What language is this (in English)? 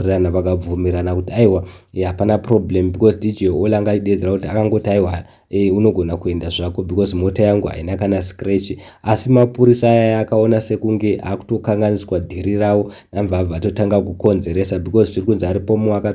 Shona